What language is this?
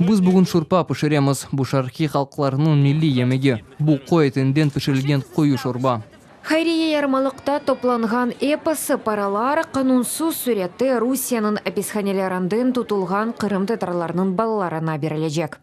Crimean Tatar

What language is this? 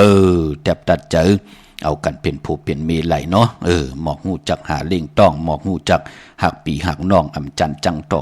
Shan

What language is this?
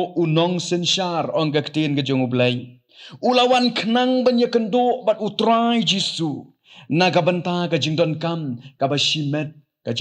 Khasi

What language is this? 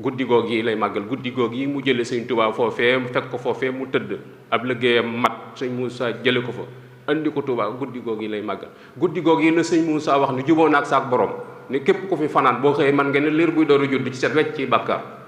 Wolof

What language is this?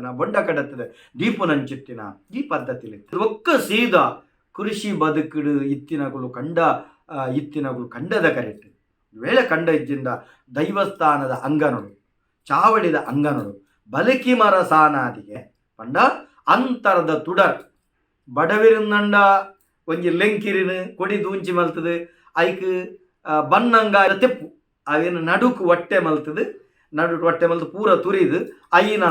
Tulu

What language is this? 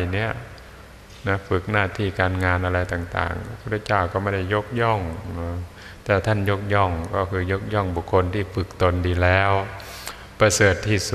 Thai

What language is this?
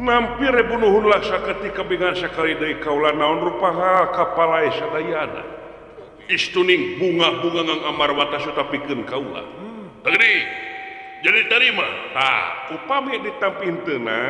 Sundanese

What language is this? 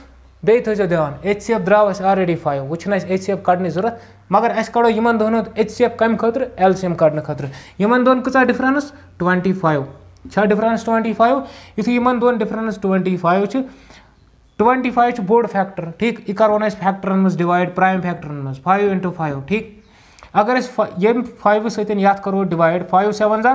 Kashmiri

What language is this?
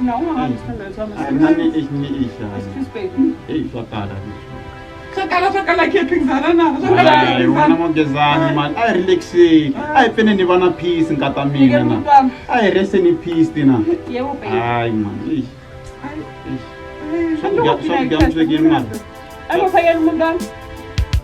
Tsonga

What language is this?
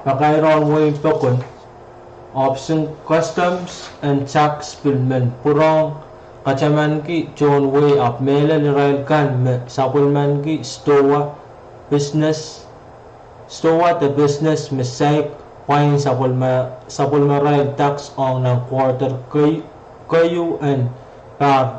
Pohnpeian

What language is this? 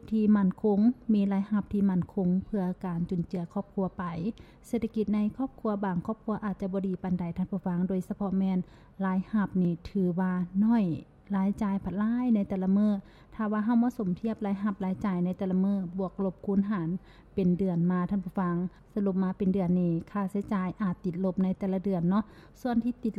Lao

